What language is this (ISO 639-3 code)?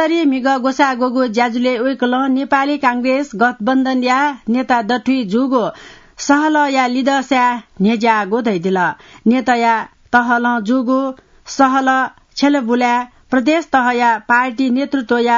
new